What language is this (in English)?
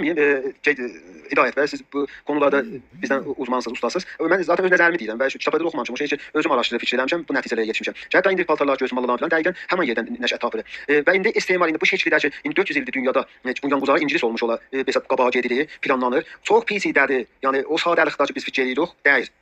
South Azerbaijani